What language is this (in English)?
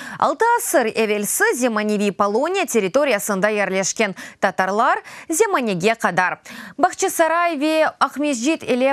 Crimean Tatar